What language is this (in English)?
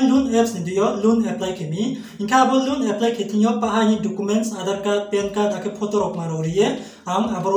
Riang (India)